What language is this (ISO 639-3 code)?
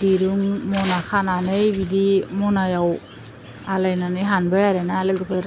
brx